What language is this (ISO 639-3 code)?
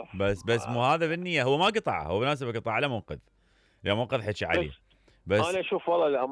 acm